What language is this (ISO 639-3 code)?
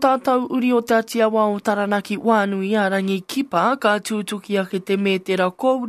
mri